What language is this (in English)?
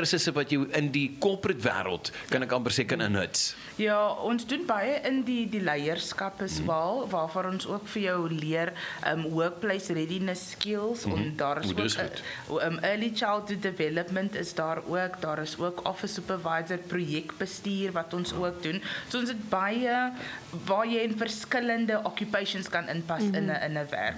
Afrikaans